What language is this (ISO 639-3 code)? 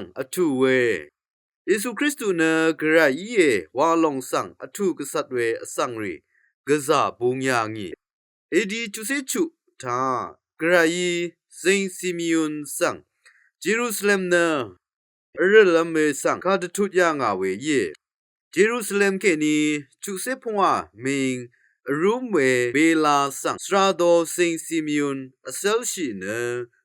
raw